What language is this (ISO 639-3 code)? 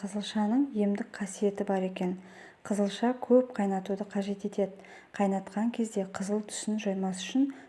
kaz